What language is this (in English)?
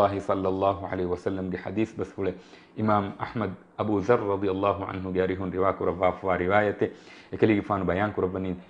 Divehi